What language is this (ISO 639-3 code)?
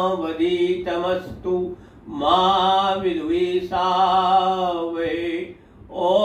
san